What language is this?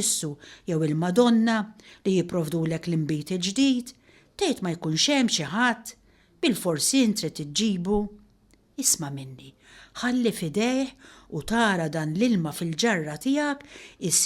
Maltese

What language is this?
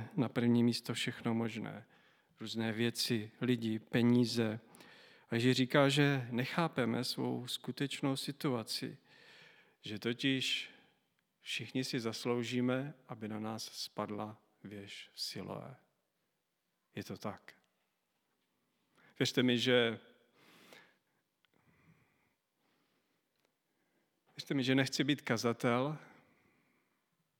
Czech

